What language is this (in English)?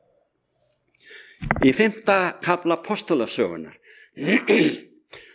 Icelandic